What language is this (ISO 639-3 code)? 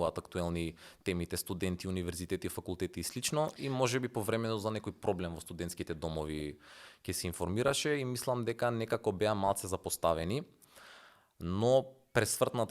mkd